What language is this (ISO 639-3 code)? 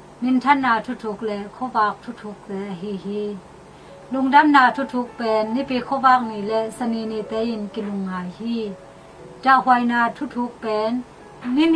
ctd